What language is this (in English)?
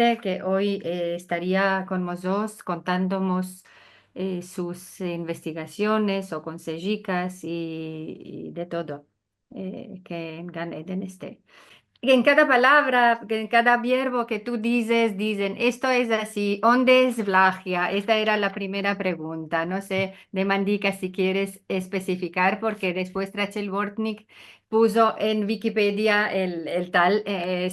Ladino